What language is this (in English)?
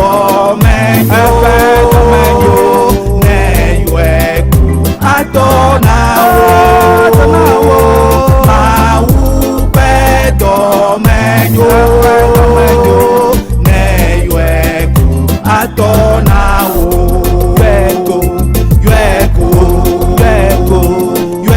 Ewe